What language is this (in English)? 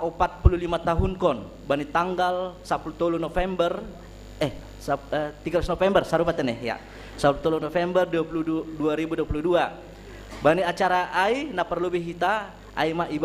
Batak Simalungun